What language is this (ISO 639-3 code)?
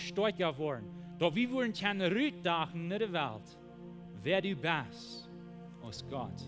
pdt